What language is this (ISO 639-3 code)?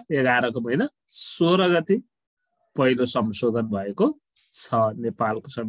nep